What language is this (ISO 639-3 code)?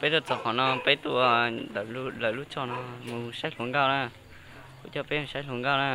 hmn